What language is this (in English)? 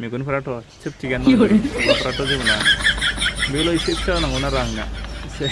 Bodo